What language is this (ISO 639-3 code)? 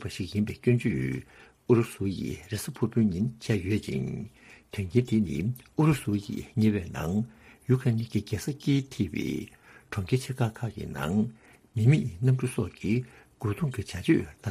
bod